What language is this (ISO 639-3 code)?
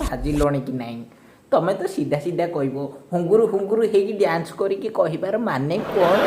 ori